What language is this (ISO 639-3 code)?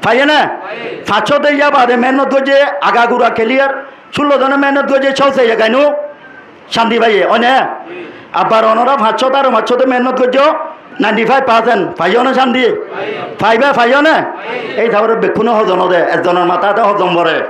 rhg